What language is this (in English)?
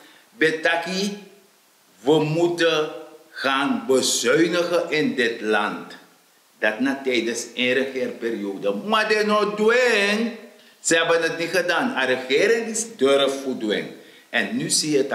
Sranan Tongo